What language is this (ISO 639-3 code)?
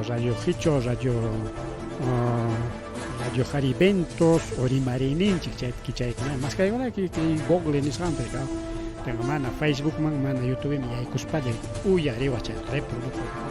quy